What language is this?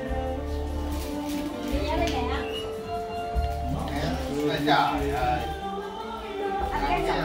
Vietnamese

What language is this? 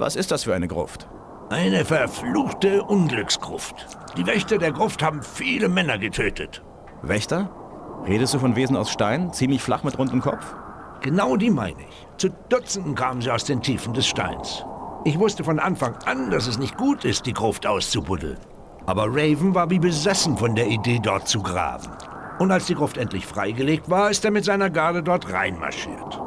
Bavarian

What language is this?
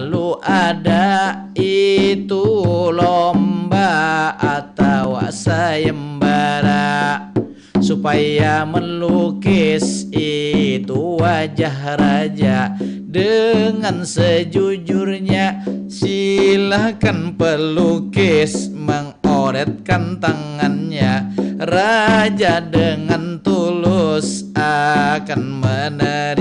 Banjar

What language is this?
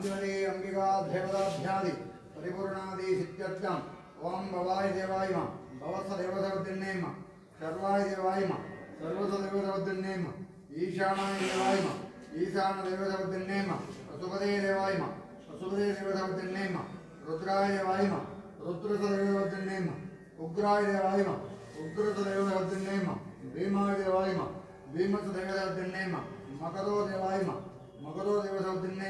Tamil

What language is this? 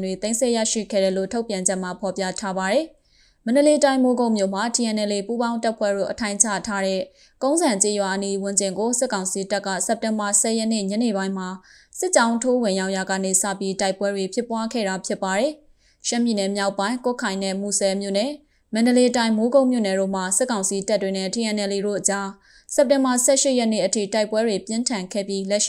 Burmese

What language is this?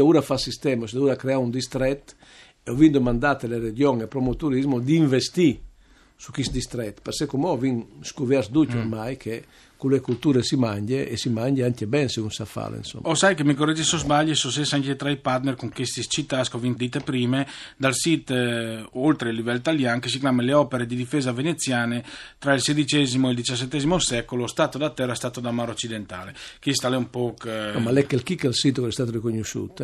Friulian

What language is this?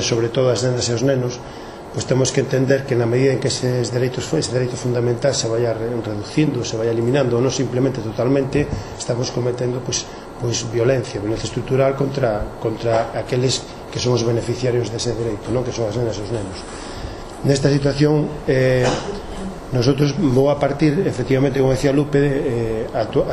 Galician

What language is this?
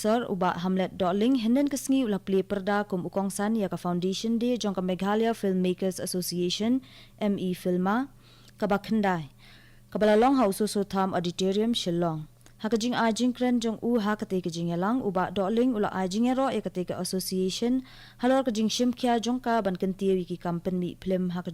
Khasi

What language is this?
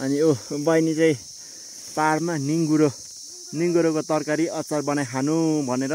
Nepali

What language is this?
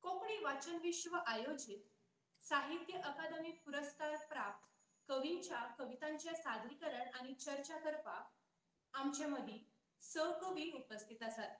Konkani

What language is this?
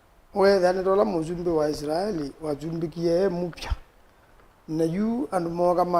Kamba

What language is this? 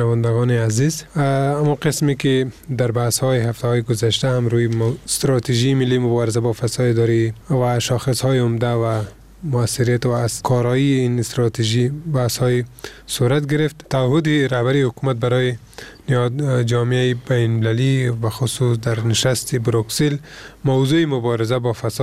Persian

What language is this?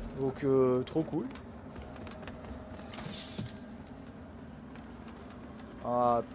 French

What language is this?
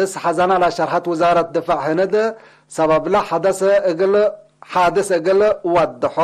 Tigre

